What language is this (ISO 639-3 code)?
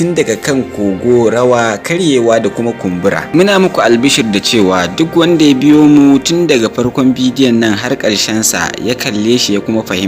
hau